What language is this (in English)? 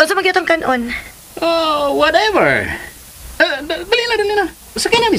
Cebuano